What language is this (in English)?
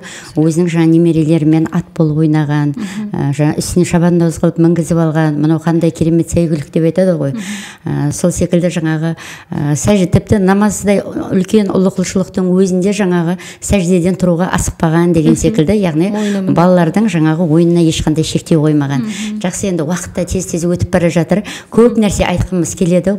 Kazakh